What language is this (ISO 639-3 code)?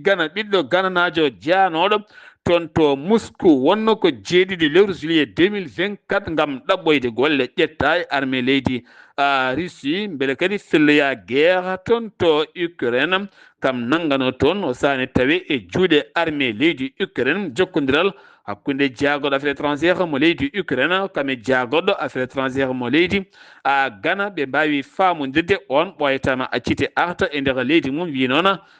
ful